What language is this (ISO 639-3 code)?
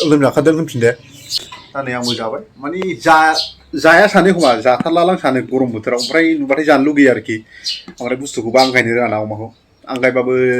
brx